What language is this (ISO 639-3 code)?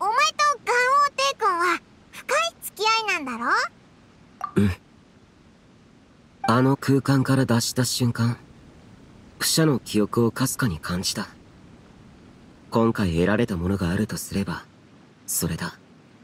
jpn